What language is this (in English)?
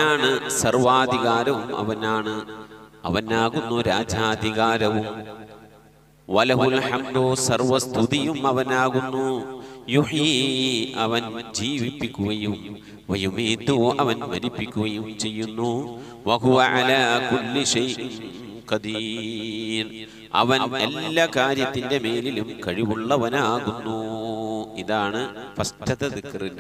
Malayalam